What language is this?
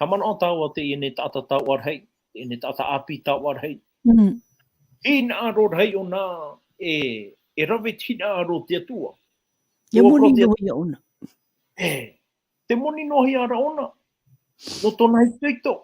Tahitian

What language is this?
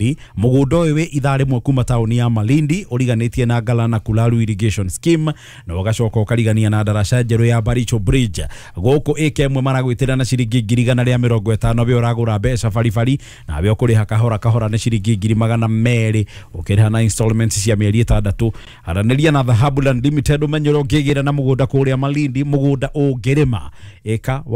Kikuyu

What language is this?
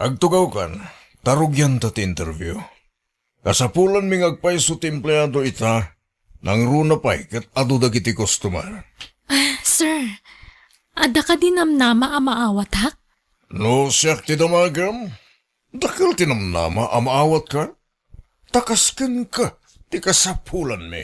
Iloko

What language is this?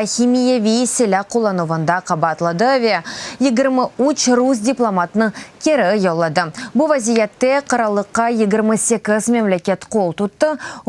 Crimean Tatar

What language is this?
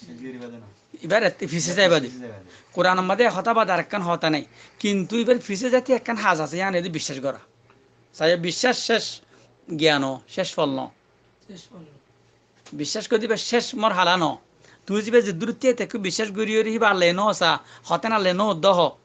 Rohingya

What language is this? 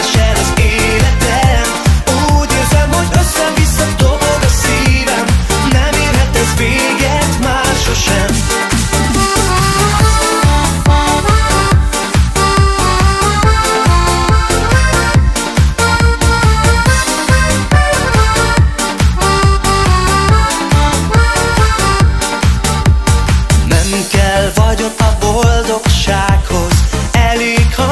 Hungarian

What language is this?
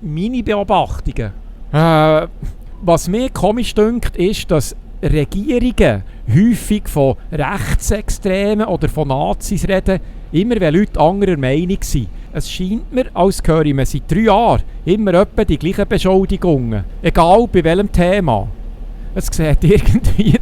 Swiss German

